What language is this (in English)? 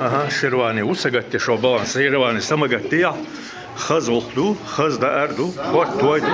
Chechen